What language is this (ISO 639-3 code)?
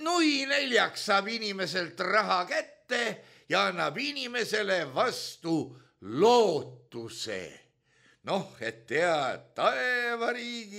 est